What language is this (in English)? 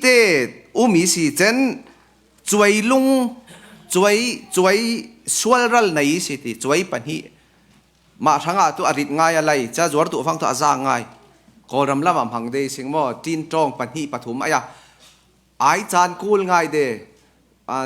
Falam Chin